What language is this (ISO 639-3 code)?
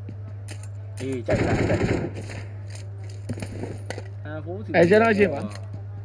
mya